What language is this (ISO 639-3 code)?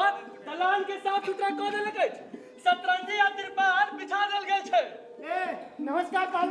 mai